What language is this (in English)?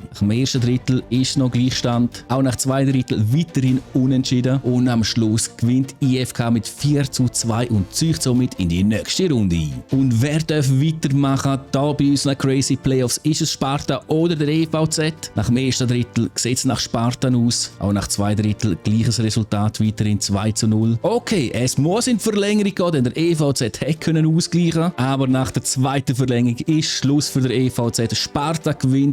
Swiss German